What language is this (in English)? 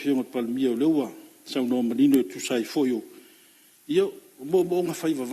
Samoan